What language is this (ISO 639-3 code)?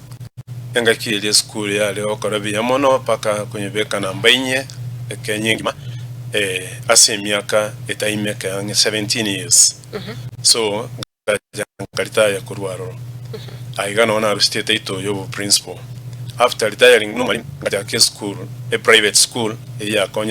guz